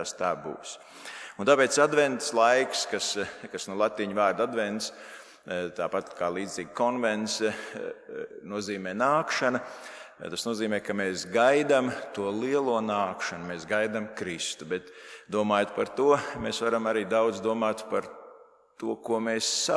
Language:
Latvian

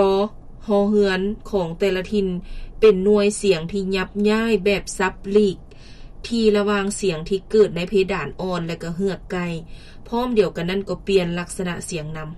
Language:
Lao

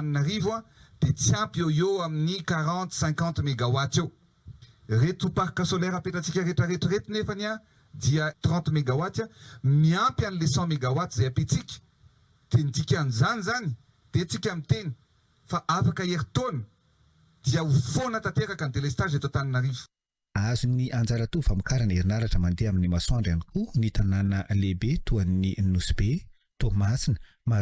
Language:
Malagasy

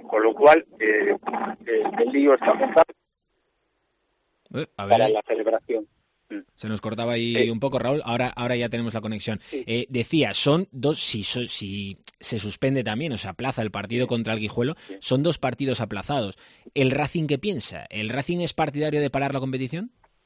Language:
Spanish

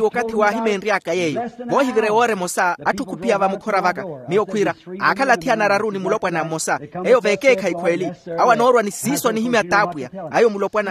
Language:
Makhuwa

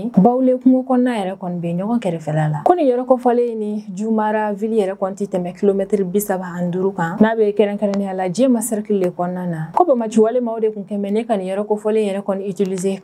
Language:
Bambara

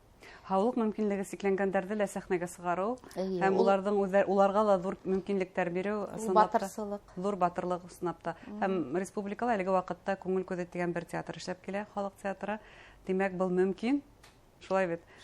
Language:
Bashkir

